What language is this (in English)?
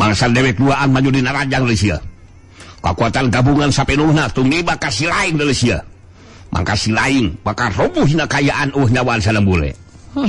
Sundanese